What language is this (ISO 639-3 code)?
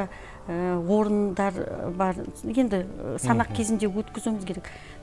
kaz